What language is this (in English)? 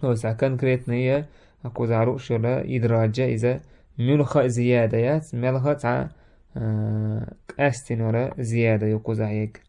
Chechen